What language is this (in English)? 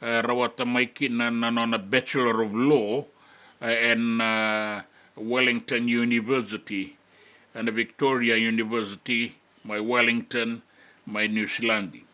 Fijian